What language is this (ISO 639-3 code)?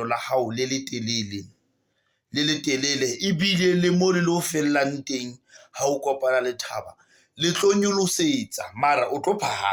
sot